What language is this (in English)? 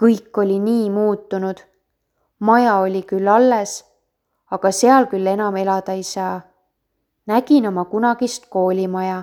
Estonian